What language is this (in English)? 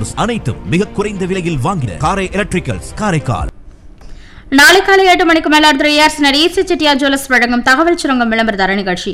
Tamil